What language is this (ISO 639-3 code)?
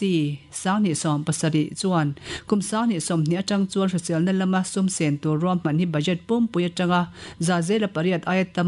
lus